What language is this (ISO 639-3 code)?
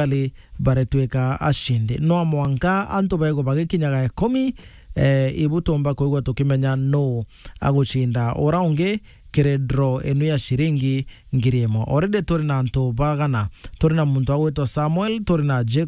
mer